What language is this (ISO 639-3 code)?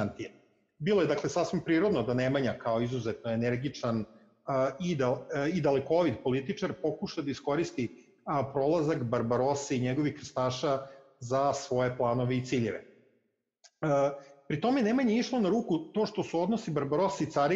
srp